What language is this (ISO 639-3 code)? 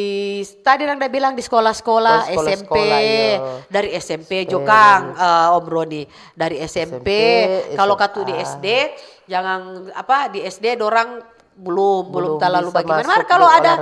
xmm